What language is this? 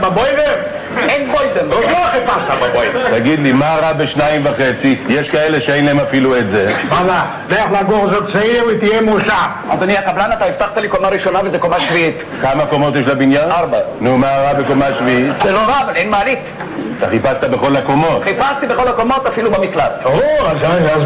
Hebrew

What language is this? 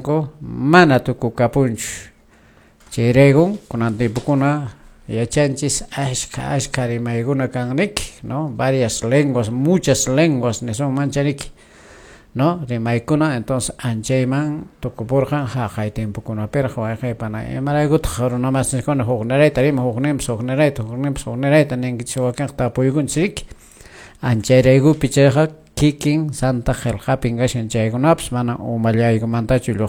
Quechua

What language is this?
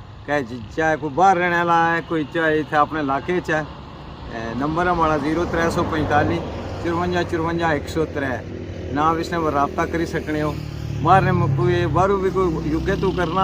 Pahari-Potwari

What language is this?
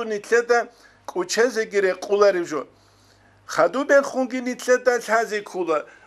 Avaric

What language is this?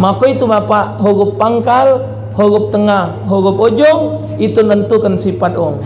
Musi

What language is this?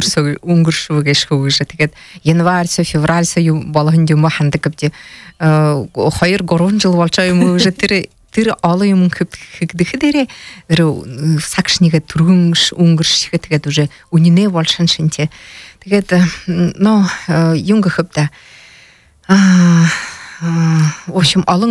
Buriat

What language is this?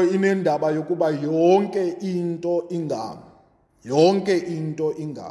Xhosa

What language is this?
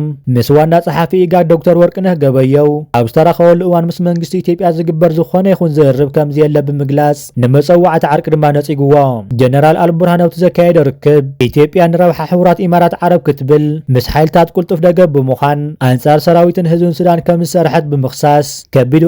Tigrinya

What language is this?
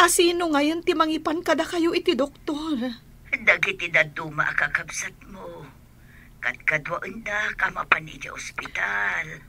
Iloko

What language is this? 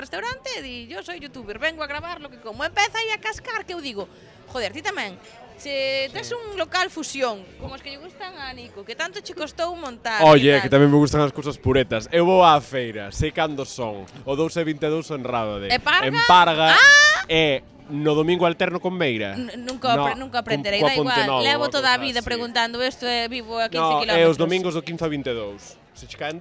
Galician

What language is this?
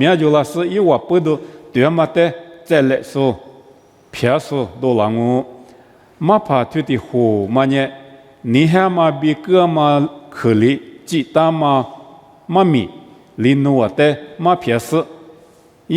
Lisu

